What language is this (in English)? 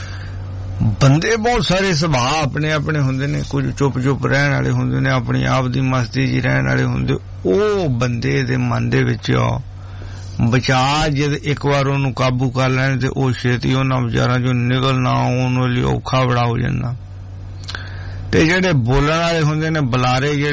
Punjabi